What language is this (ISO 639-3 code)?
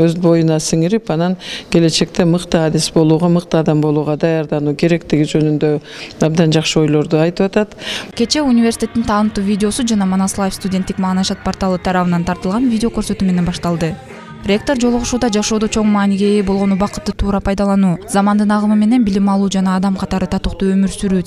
kir